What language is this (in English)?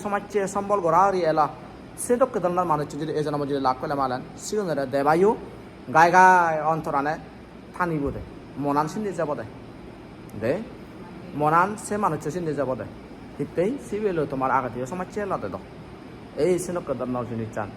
Chakma